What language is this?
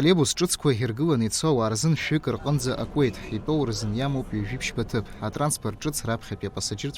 Abkhazian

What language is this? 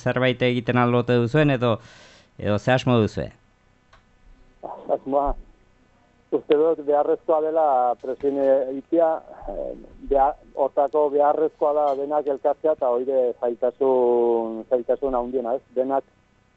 Basque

